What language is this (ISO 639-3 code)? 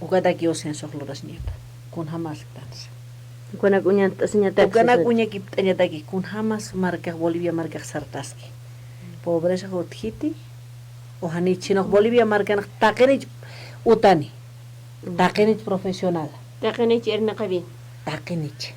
aym